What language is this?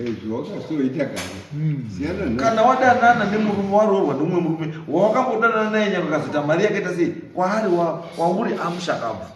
Shona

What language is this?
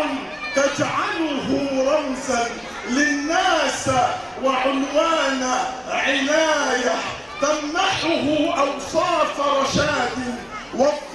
Egyptian Arabic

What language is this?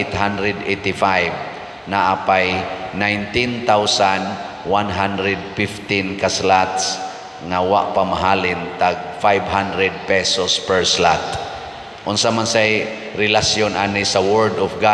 Cebuano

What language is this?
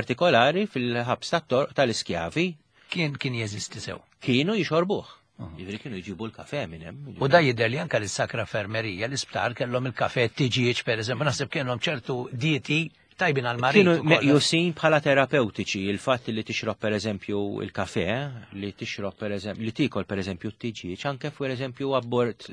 Maltese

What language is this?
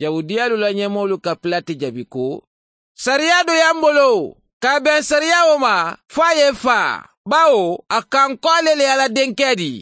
Mandingo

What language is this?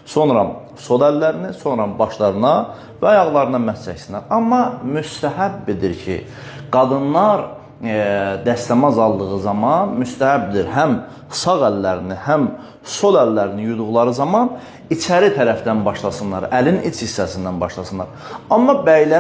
Azerbaijani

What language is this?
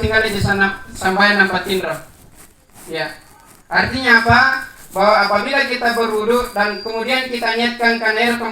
Makasar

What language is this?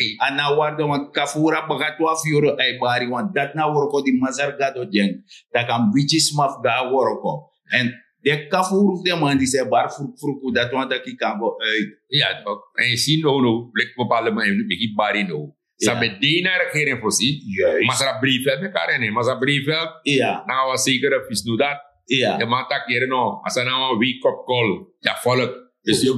Sranan Tongo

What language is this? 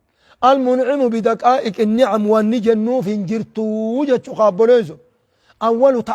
Oromo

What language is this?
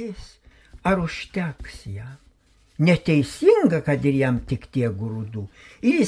Lithuanian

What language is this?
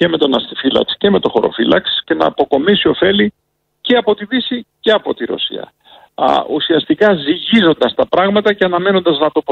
Greek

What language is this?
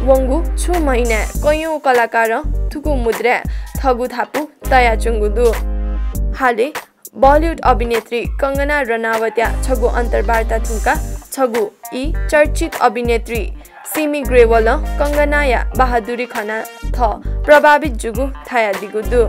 Newari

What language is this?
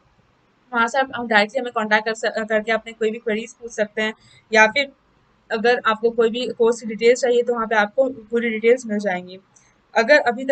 Hindi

